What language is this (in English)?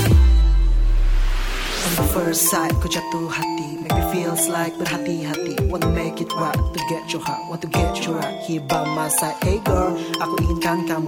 Indonesian